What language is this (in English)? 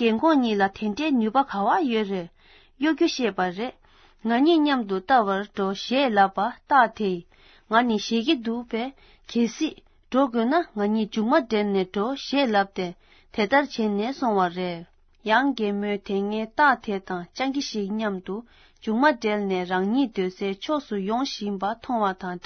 Tibetan